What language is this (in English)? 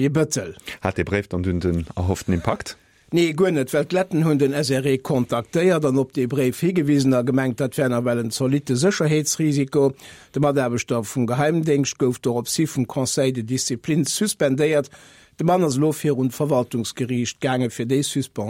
Luxembourgish